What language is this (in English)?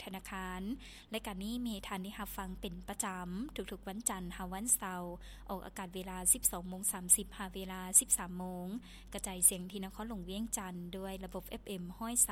Lao